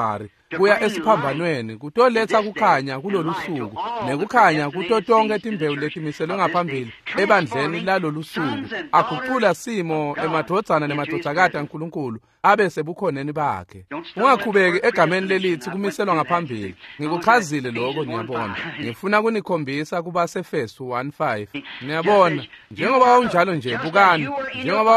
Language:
Swati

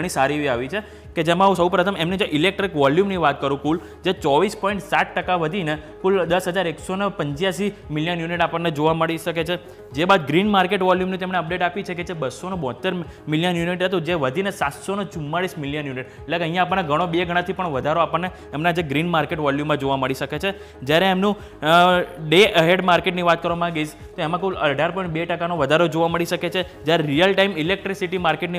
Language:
Gujarati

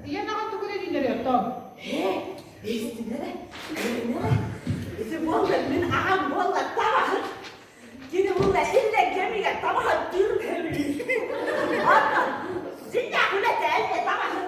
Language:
Yakut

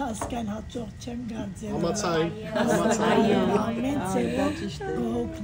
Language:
Western Armenian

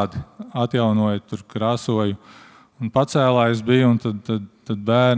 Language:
Latvian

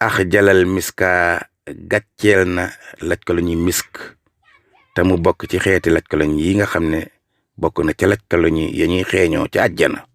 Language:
Wolof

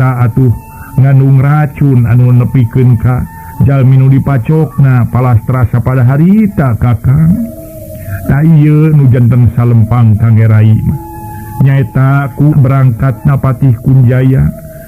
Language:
Sundanese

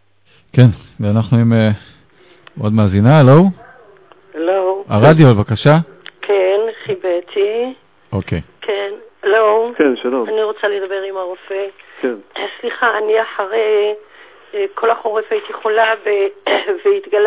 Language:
Hebrew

